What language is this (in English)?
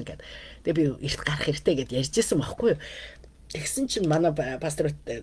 Mongolian